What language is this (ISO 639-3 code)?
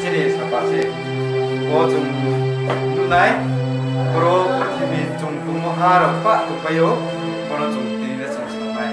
ria